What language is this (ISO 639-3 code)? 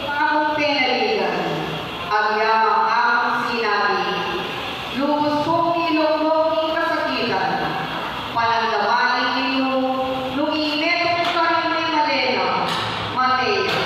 pam